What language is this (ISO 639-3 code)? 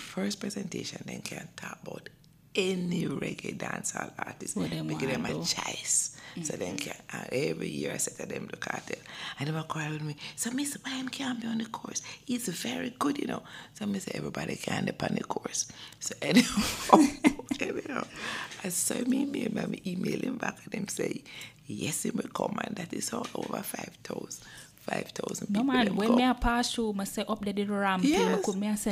jam